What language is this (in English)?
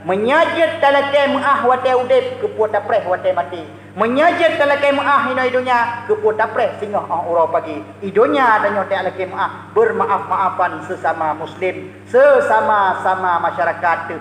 Achinese